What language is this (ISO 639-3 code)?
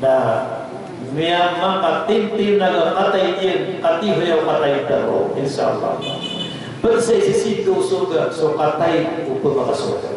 mrw